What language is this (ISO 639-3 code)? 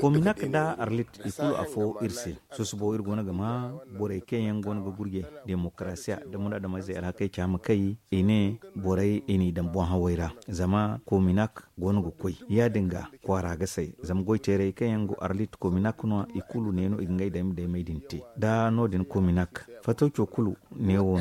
dje